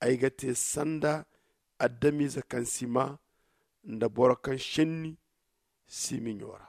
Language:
Zarma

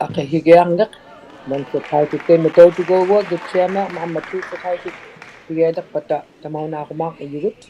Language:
Inuktitut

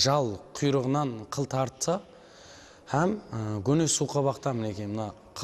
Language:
Kara-Kalpak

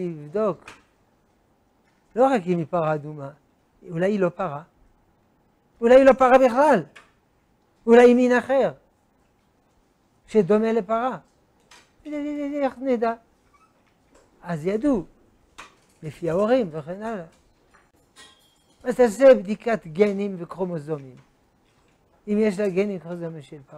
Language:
Hebrew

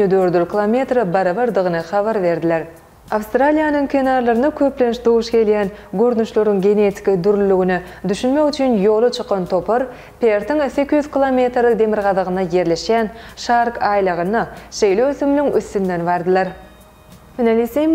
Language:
Turkmen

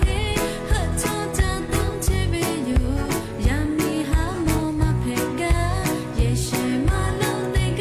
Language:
Lahu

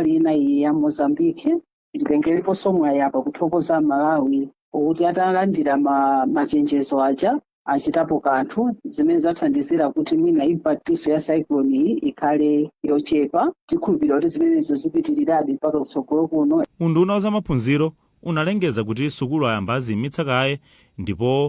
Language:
Nyanja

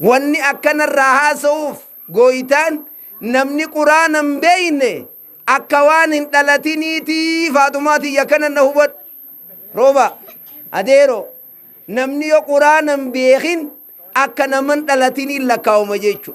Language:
Oromo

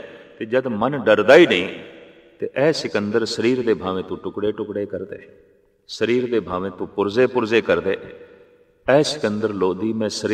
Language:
Punjabi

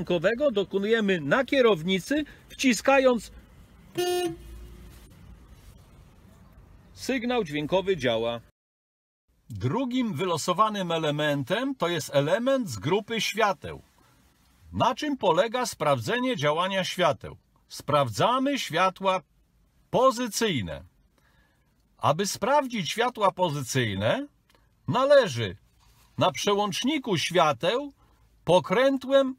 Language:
Polish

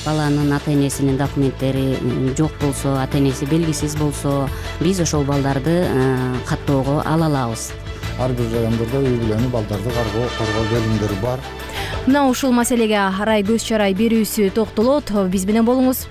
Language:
Kyrgyz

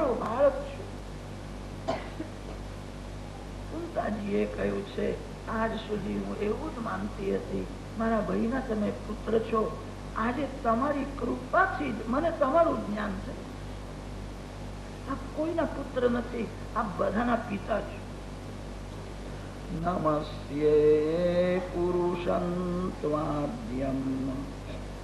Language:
Gujarati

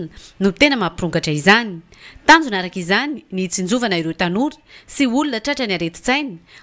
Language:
Malagasy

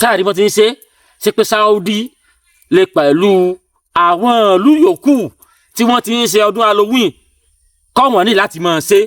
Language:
Yoruba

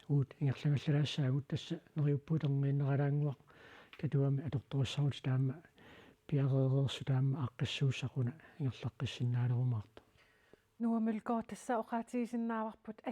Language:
Kalaallisut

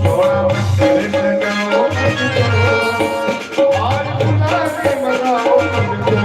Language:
Dogri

